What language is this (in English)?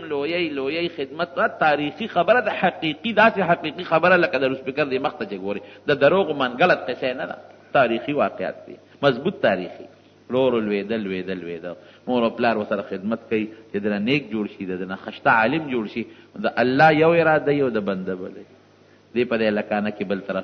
Pashto